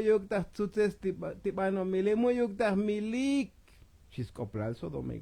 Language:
Tzotzil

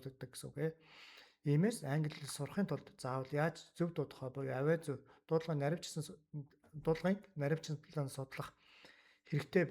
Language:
Mongolian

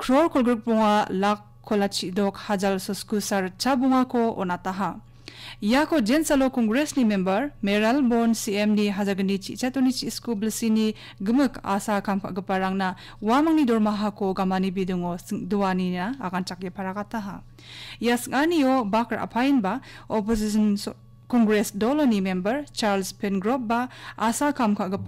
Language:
Garo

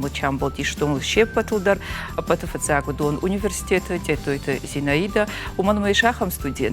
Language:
Ossetic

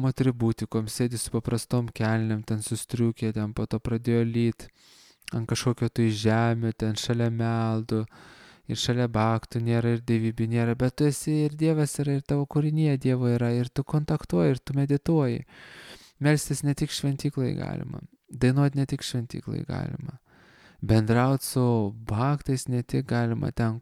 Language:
Lithuanian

